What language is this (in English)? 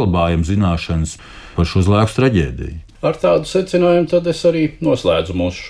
Latvian